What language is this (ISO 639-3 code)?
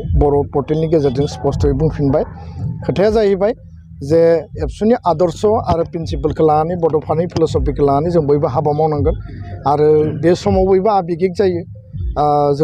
brx